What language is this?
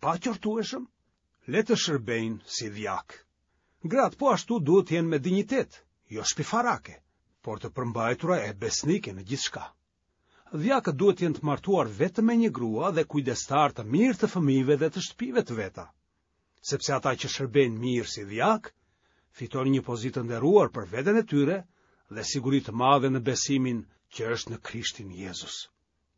Albanian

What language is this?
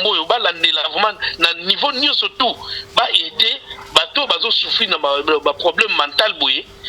Lingala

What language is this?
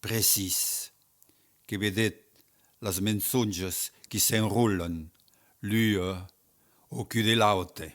Occitan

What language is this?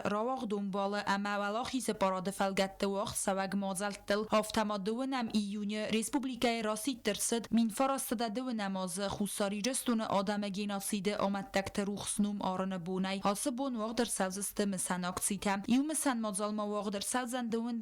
Ossetic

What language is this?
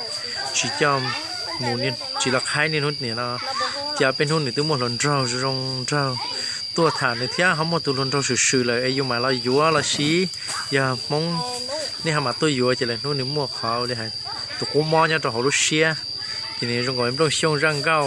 Hmong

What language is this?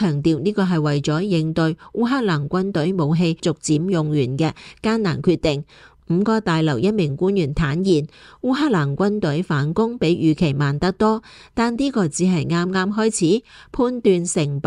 Cantonese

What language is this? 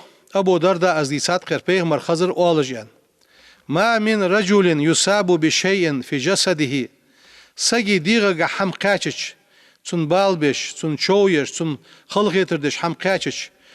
Ingush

